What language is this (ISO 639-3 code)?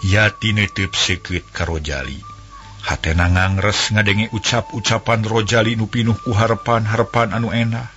sun